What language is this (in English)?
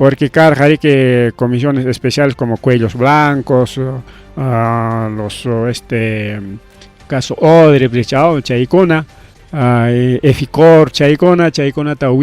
Ayacucho Quechua